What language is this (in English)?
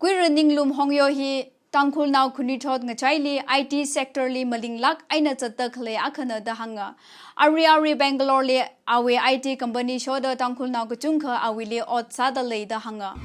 Tangkhul Naga (India)